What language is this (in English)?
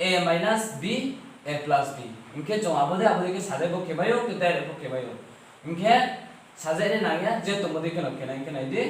Riang (India)